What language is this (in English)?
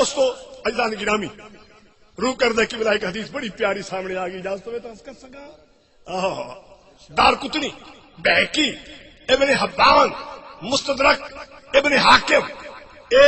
Saraiki